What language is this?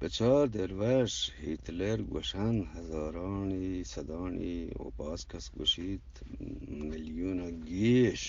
Eastern Balochi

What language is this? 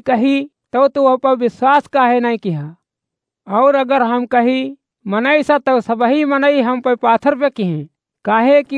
Awadhi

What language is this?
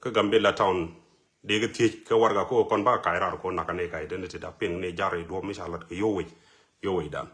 Nuer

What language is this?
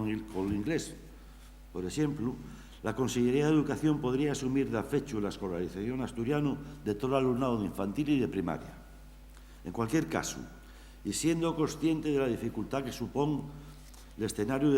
Asturian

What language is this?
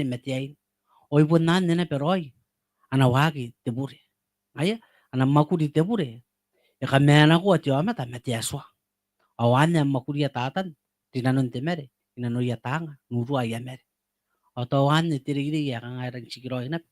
Gilbertese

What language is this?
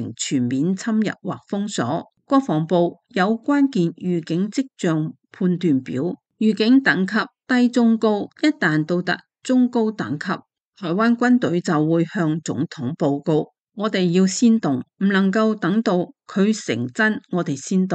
Cantonese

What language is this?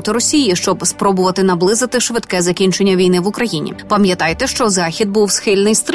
Ukrainian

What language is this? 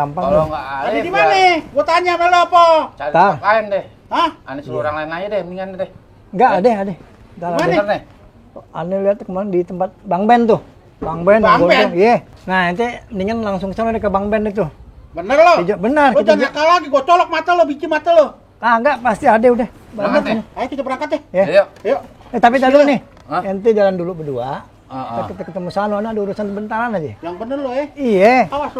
Betawi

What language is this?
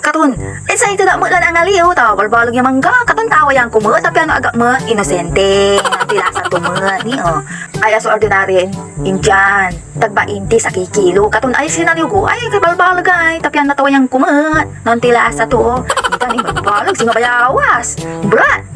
Pangasinan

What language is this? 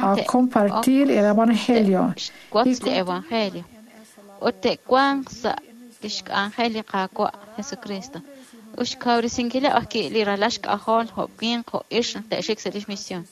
Kekchí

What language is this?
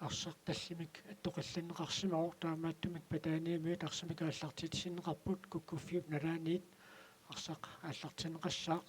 Kalaallisut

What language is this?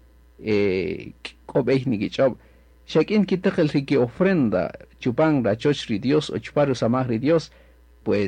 Kaqchikel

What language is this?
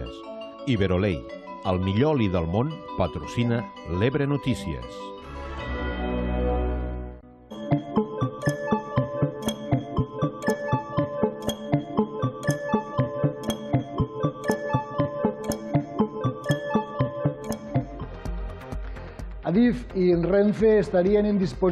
Catalan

